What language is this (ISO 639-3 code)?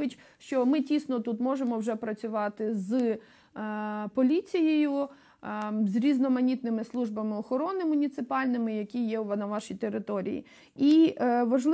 ukr